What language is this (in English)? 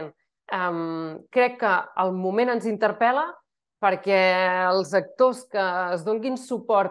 Catalan